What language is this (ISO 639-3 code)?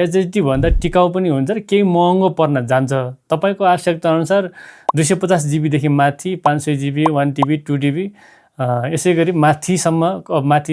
nep